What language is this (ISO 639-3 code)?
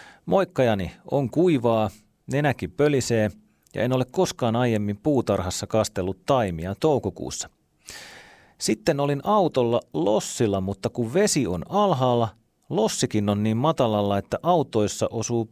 fin